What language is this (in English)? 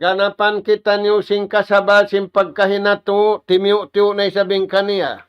Tausug